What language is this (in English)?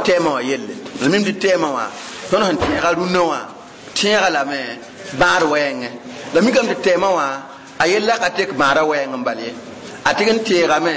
Mossi